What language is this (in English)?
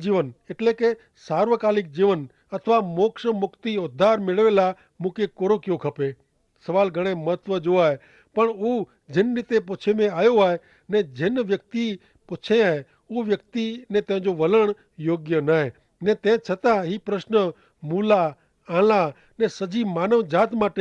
Kachhi